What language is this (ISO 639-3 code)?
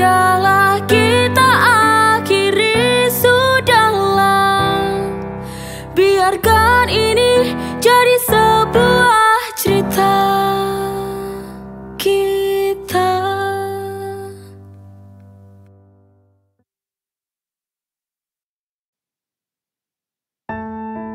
ind